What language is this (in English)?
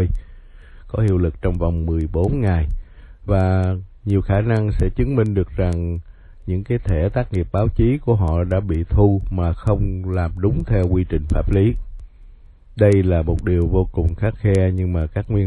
Vietnamese